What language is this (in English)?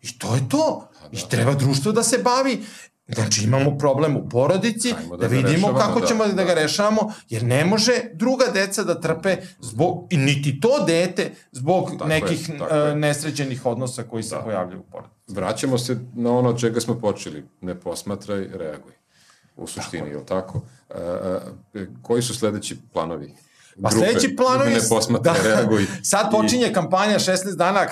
Serbian